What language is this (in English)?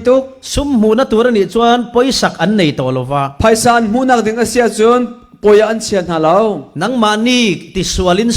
Falam Chin